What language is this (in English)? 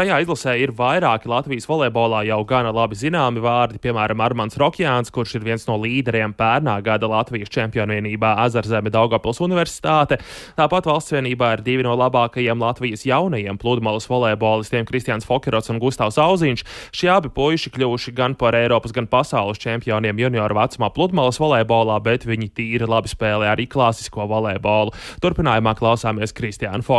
Latvian